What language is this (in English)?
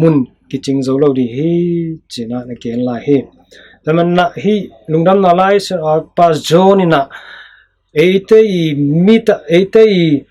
Tedim Chin